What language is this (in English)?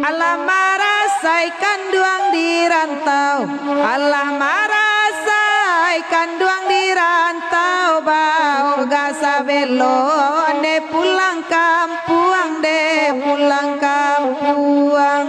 Minangkabau